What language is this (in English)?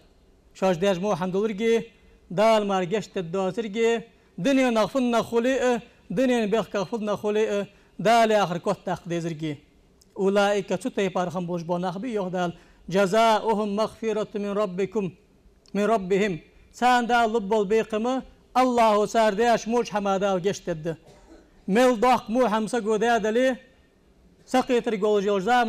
Ingush